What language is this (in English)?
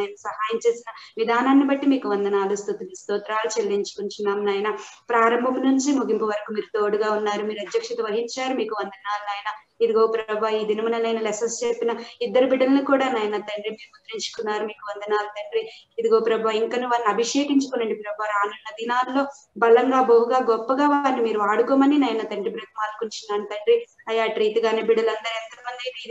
Telugu